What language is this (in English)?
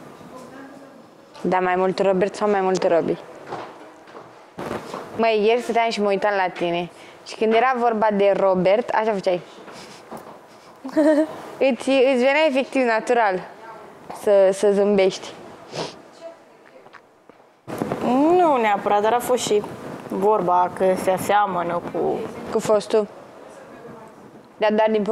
Romanian